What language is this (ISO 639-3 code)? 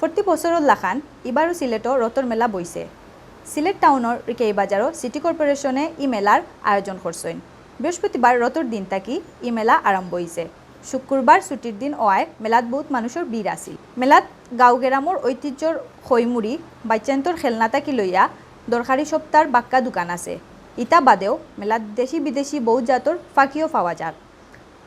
syl